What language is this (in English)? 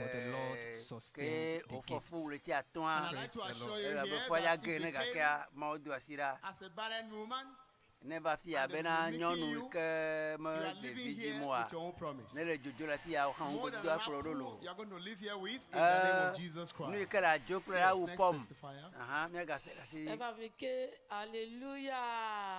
Ewe